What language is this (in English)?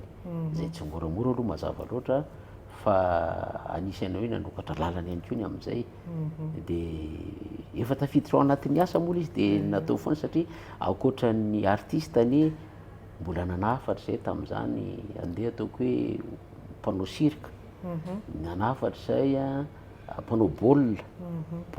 Malagasy